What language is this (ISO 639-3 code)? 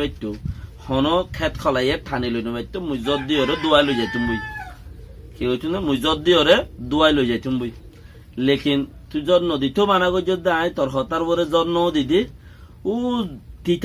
rhg